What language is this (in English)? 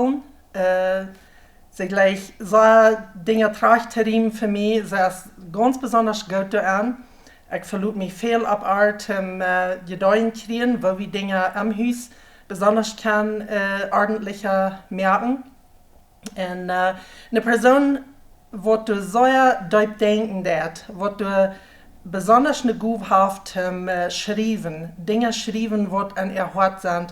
Plautdietsch